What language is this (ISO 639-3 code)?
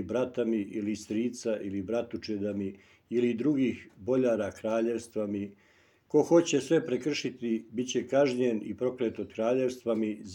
srp